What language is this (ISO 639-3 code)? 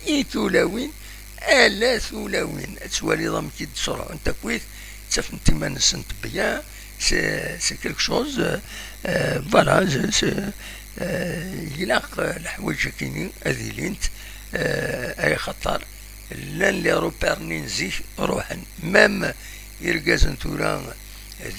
kab